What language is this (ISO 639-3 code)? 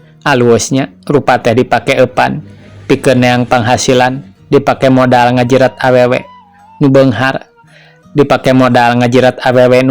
sun